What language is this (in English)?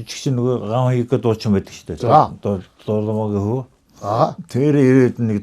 Mongolian